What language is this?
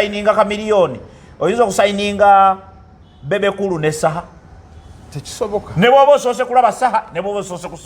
Ganda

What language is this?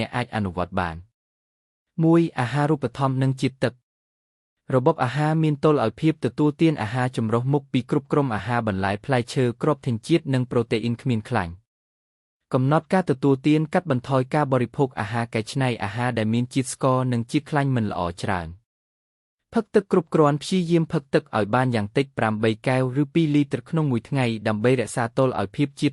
Khmer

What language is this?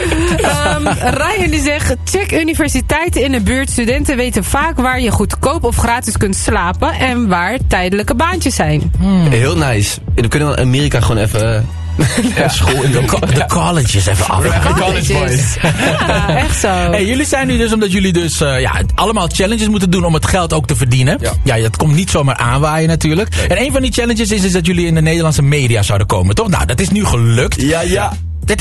Dutch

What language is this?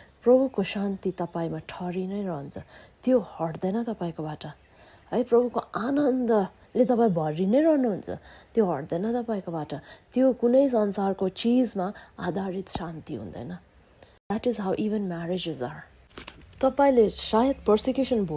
Nepali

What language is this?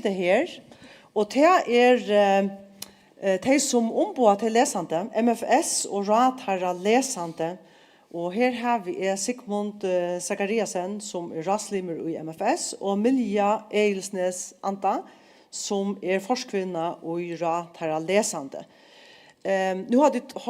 Faroese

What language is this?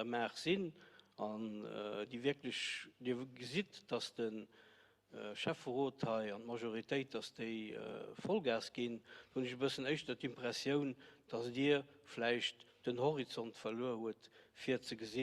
Luxembourgish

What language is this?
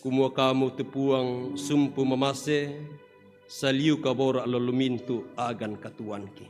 Toraja-Sa'dan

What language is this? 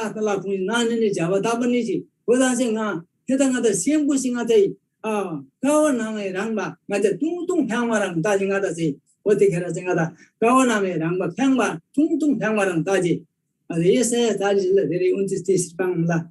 Eastern Tamang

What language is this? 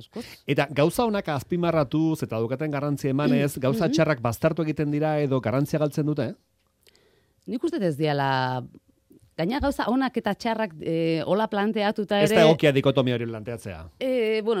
Basque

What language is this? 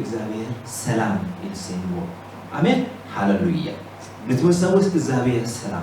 Tigrinya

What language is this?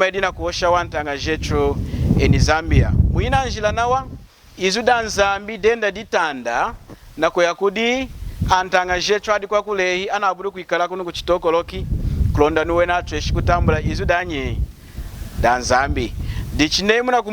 Lunda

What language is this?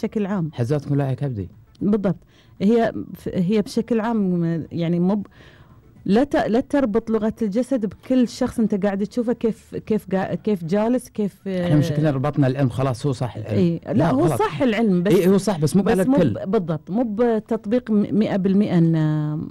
Gulf Arabic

